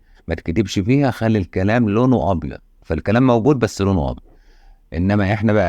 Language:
Egyptian Arabic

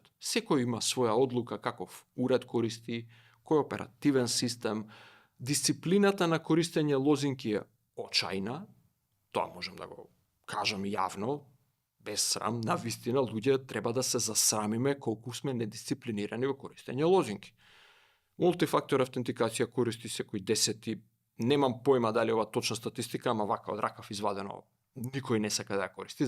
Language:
Macedonian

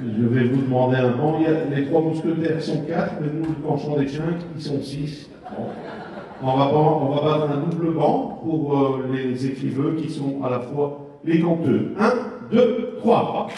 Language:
Picard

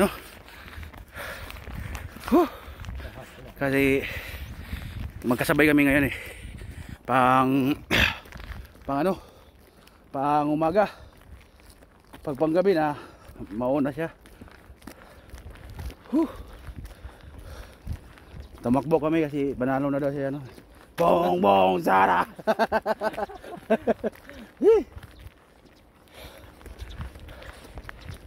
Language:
Filipino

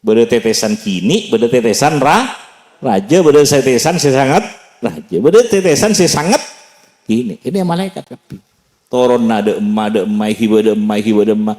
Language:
Madurese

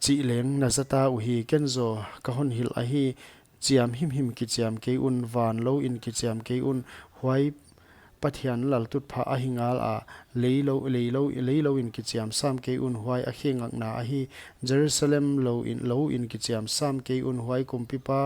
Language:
Paite Chin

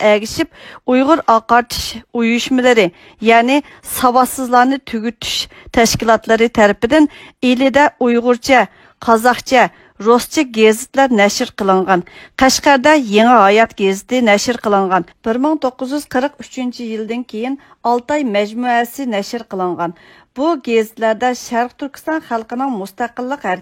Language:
Uyghur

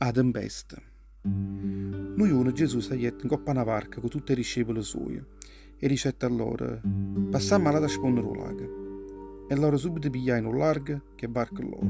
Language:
Neapolitan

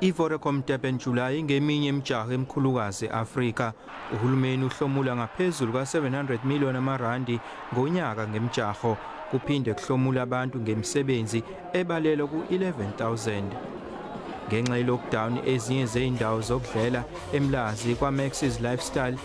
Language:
Zulu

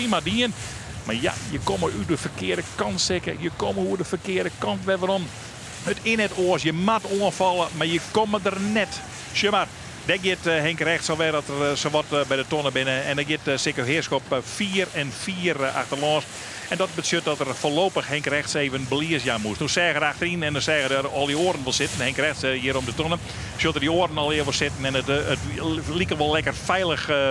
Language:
Western Frisian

